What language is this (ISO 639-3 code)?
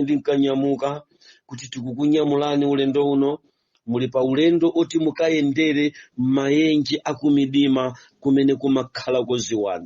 nya